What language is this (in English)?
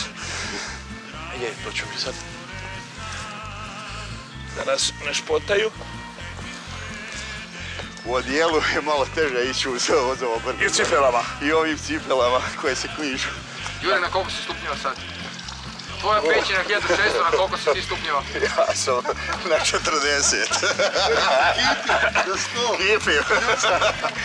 Croatian